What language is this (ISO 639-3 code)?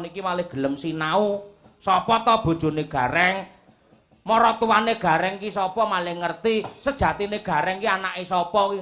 jav